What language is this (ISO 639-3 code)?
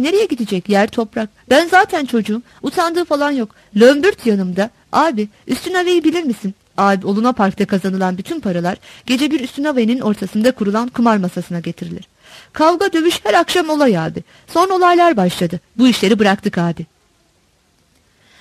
tur